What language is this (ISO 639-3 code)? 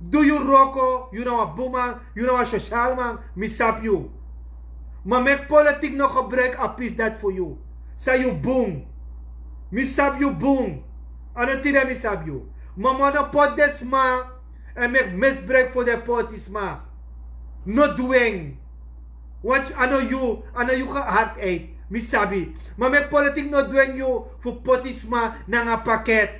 srn